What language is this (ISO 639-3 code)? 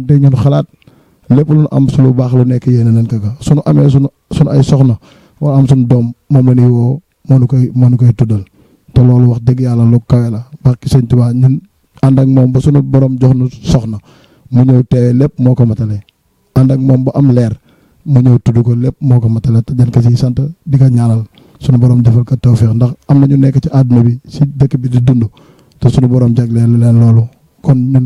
wol